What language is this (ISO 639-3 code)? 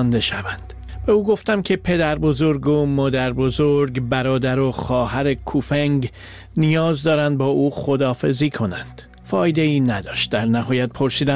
fas